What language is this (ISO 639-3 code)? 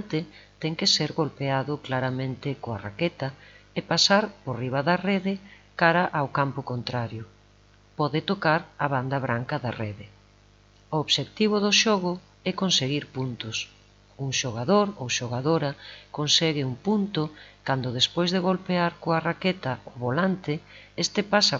glg